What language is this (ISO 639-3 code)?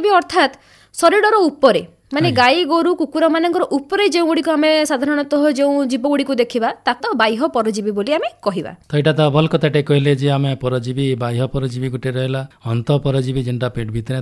ori